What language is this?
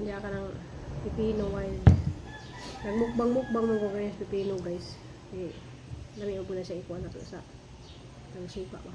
Cebuano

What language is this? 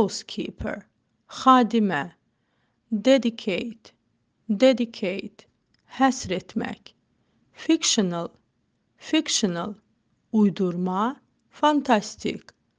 Azerbaijani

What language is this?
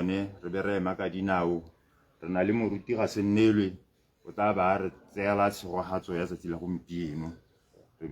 Tswana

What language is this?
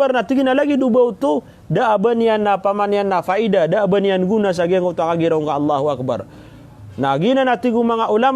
Maranao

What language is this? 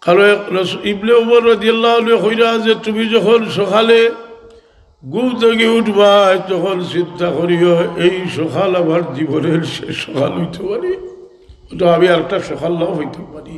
Sylheti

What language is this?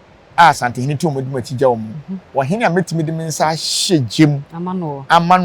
Akan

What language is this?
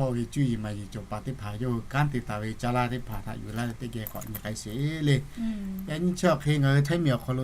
Lahu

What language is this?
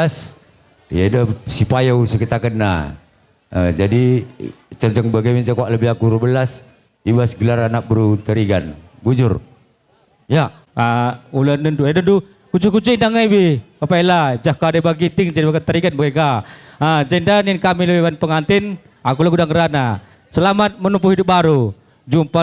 Batak Karo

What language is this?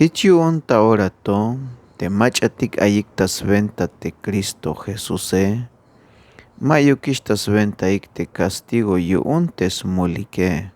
Tzeltal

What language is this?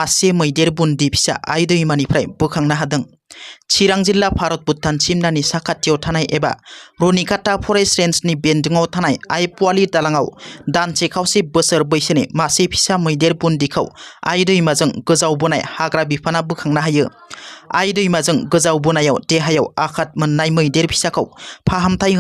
Bodo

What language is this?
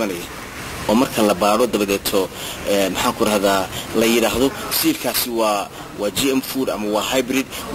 Somali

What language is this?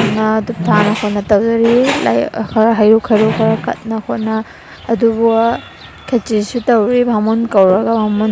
Manipuri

